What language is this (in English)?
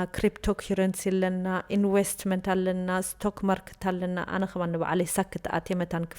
Tigrinya